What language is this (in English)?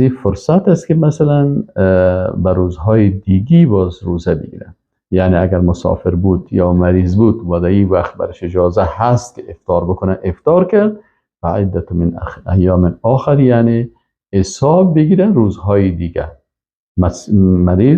Persian